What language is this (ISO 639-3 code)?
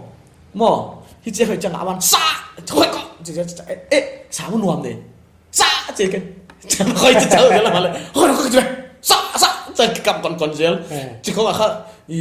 pck